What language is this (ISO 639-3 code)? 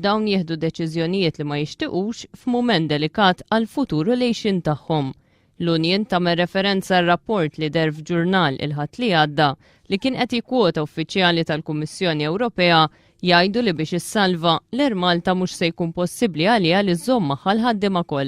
mlt